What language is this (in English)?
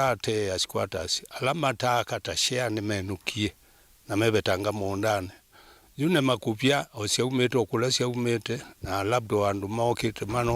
Kamba